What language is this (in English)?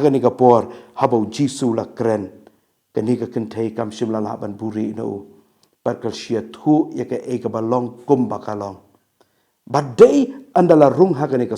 Khasi